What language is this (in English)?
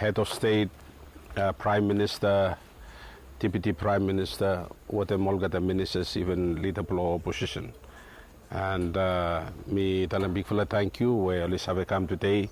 Bislama